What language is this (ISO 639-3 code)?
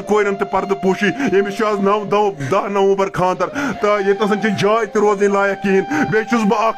kas